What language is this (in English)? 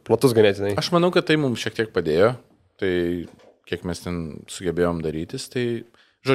Lithuanian